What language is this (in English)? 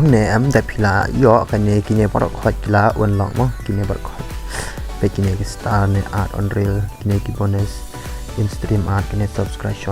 Khasi